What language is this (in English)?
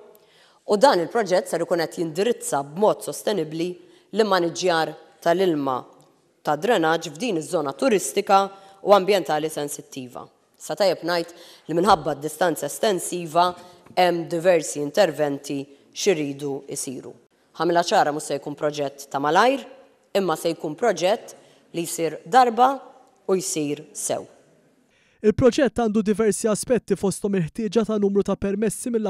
Maltese